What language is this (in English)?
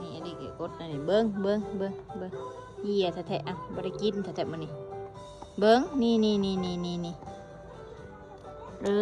Lao